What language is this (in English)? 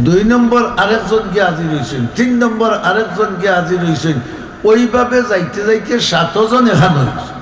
Sylheti